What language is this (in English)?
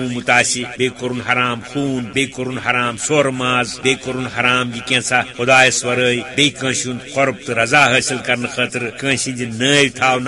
Kashmiri